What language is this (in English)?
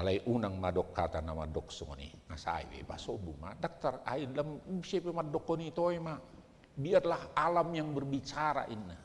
Batak Toba